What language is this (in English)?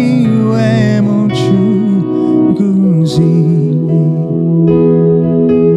Kinyarwanda